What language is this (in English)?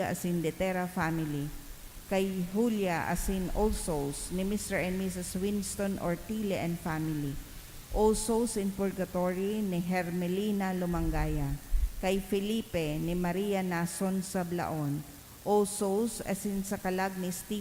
Bikol